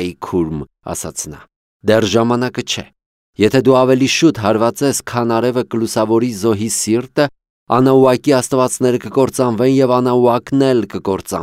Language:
Armenian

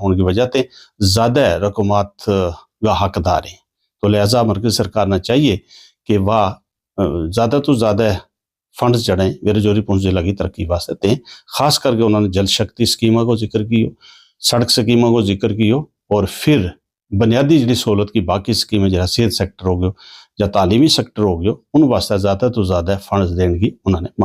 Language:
Gujari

